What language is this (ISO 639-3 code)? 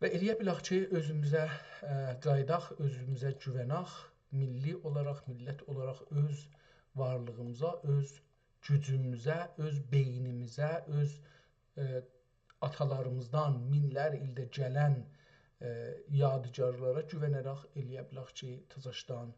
azb